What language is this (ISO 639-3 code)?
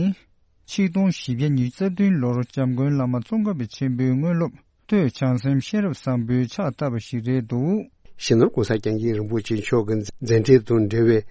bod